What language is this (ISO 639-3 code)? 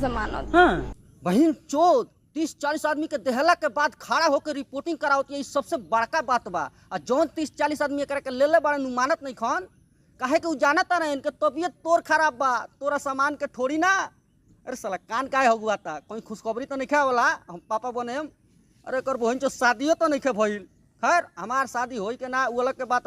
bho